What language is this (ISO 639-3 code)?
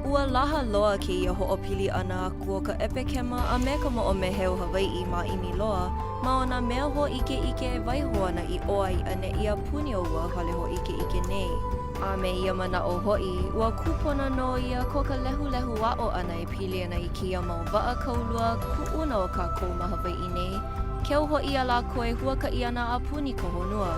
haw